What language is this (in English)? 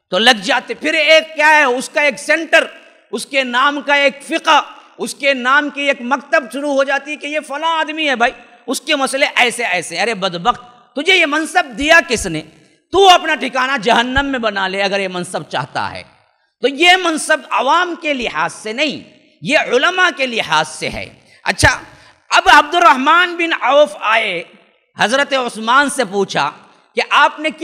Urdu